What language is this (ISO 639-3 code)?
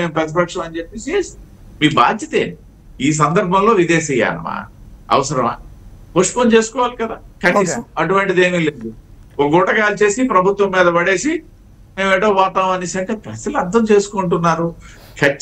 tel